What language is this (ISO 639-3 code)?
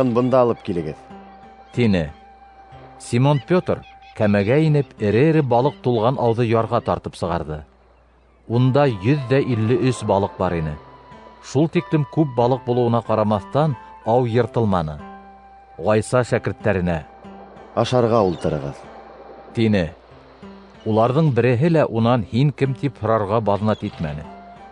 bak